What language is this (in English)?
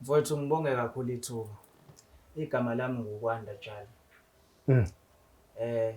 Zulu